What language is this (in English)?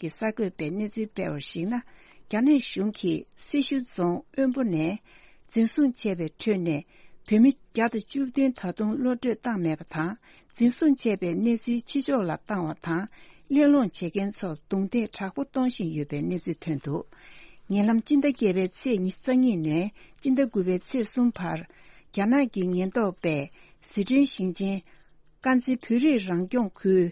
Tibetan